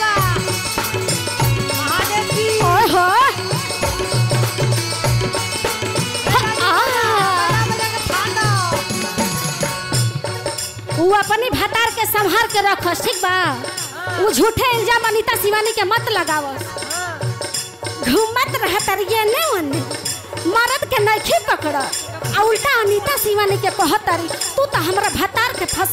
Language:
Bhojpuri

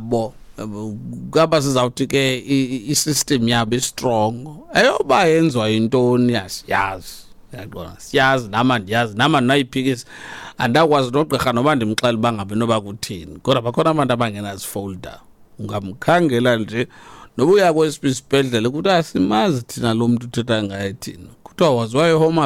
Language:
Xhosa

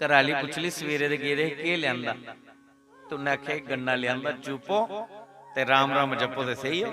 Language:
Dogri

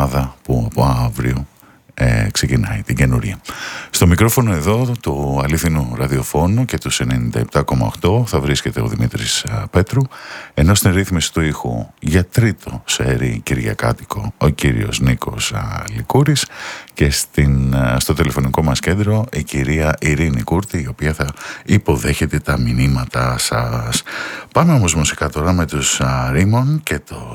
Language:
Greek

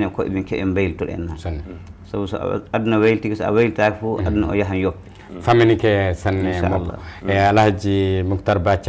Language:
Fula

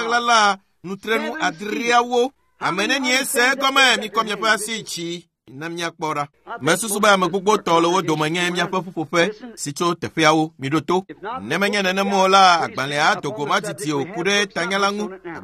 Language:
Ewe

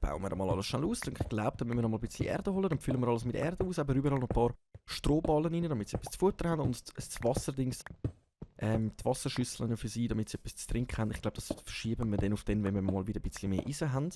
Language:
Swiss German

